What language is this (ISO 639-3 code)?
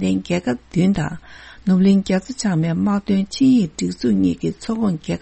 bod